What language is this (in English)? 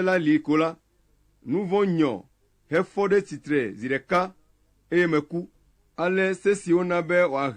Ewe